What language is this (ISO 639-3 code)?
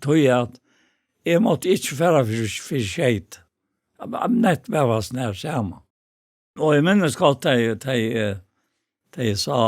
fao